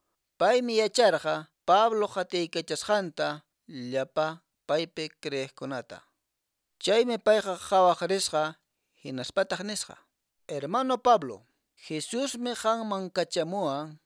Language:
Quechua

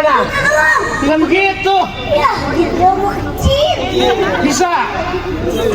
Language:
Betawi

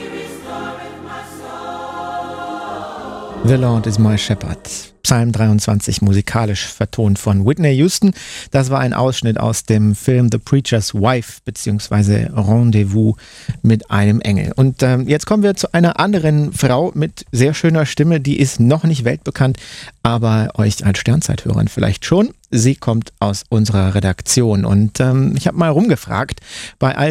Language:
German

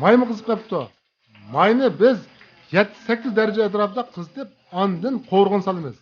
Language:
Uyghur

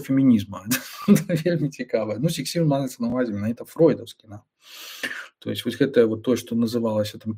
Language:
Belarusian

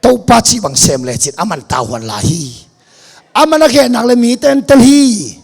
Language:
Tedim Chin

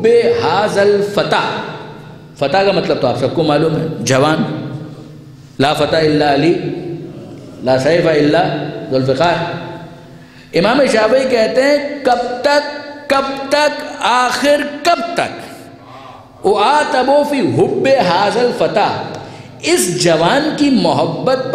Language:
Urdu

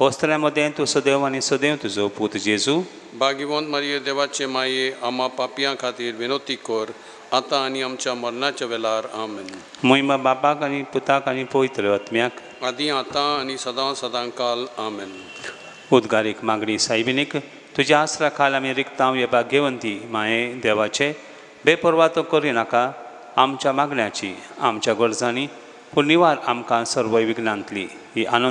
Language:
Konkani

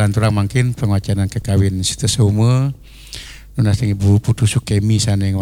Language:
Balinese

